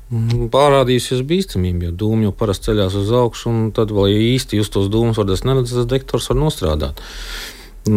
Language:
Latvian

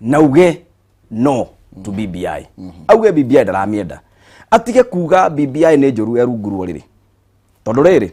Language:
Kikuyu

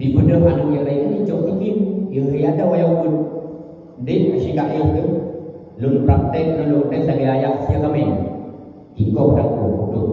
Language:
Achinese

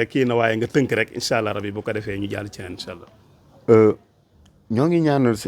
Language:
Wolof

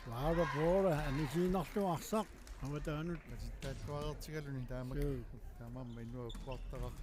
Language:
Kalaallisut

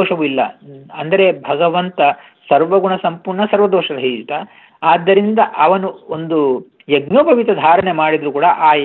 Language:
Kannada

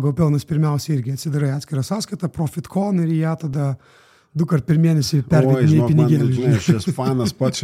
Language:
Lithuanian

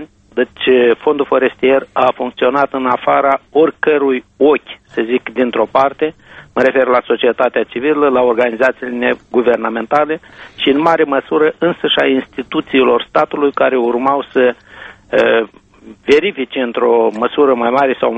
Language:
Romanian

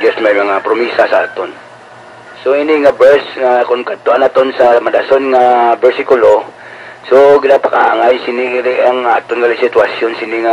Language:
Hiligaynon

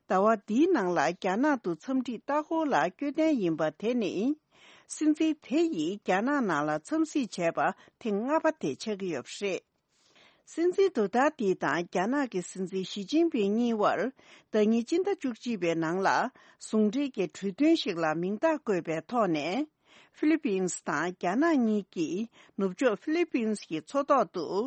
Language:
Tibetan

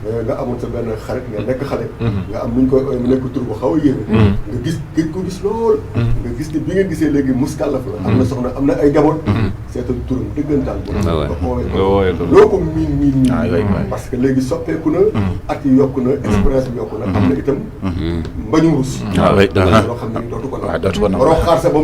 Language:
Wolof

